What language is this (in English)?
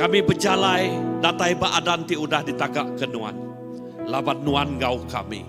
Iban